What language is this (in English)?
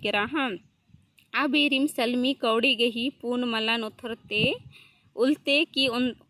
Kurukh